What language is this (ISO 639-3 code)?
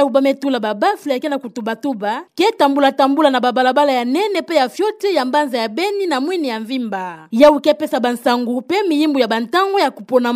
ktu